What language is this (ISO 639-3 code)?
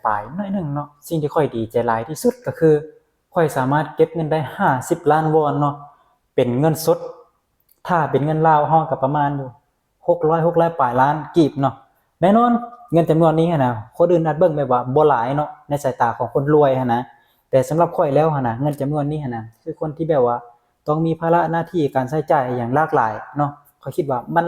lao